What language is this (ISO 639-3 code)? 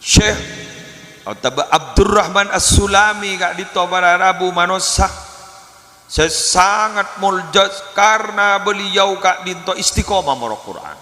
mad